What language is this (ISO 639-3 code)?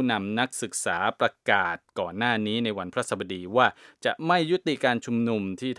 tha